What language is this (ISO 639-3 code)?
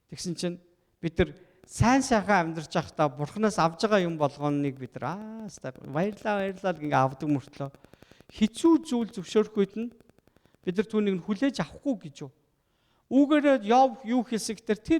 mon